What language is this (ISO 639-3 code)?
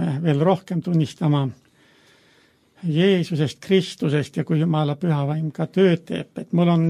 est